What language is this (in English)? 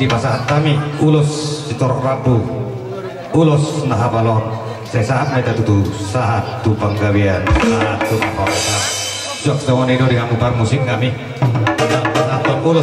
Batak Toba